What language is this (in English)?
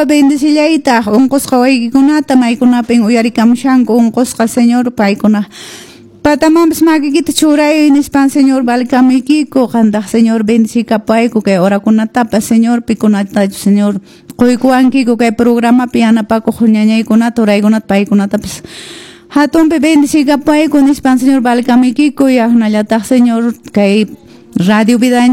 Quechua